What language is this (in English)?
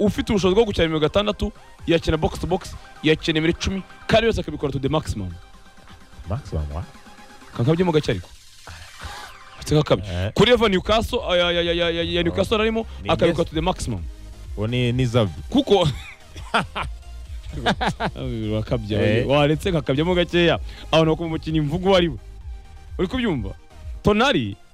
Kinyarwanda